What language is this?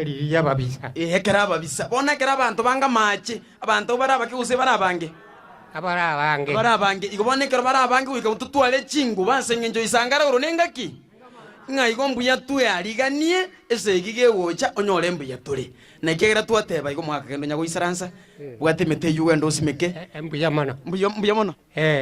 Gusii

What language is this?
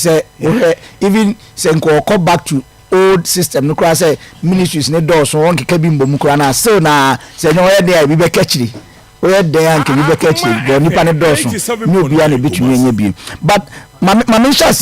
Akan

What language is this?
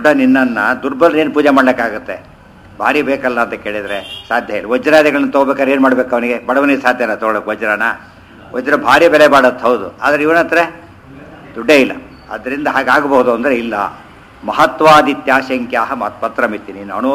Kannada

